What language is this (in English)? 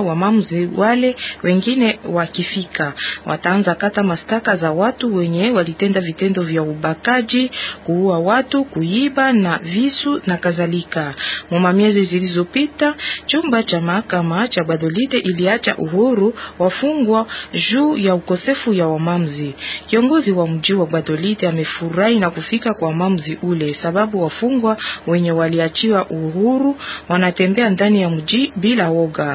Swahili